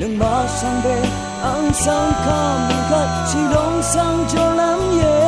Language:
Rawang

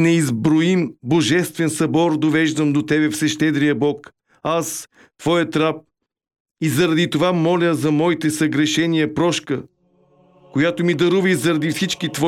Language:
Bulgarian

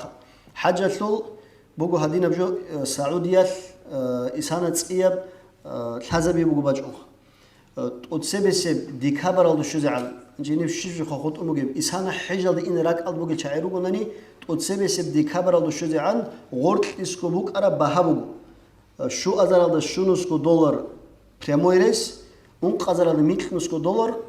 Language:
Avaric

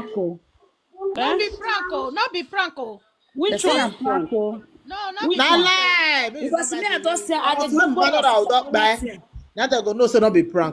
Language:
Nigerian Pidgin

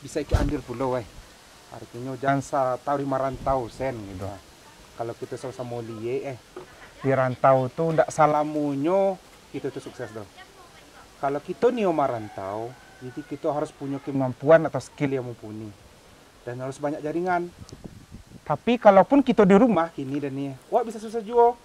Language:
Minangkabau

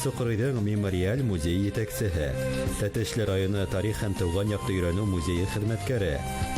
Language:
Bashkir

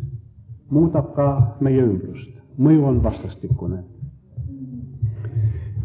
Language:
Estonian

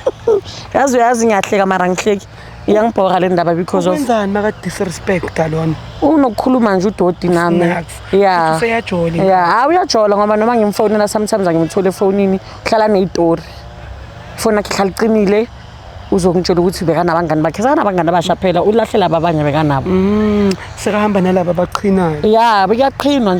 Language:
Zulu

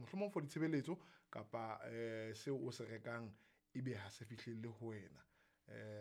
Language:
Southern Sotho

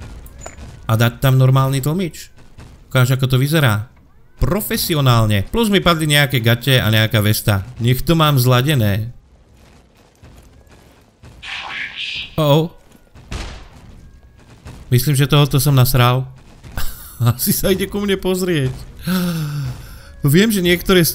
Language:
Slovak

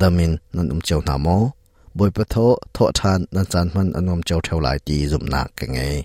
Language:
Hakha Chin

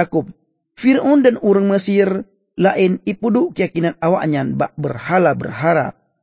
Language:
Achinese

